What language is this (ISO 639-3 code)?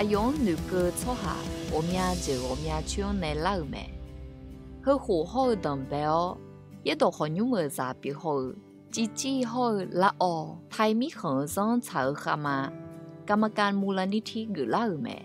ahk